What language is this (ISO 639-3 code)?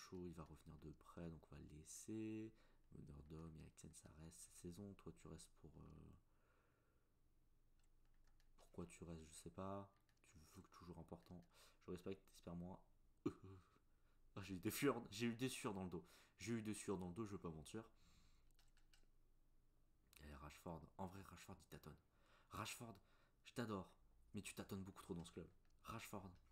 fra